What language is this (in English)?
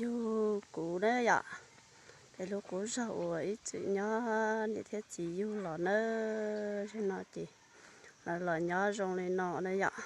Hmong